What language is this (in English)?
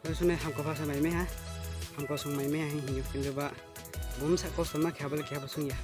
Riang (India)